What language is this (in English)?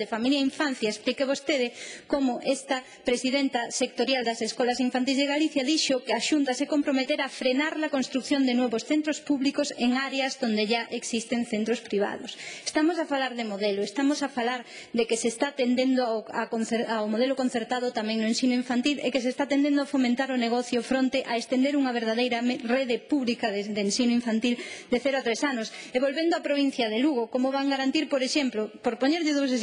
Galician